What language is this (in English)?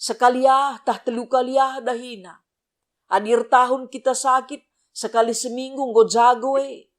Batak Karo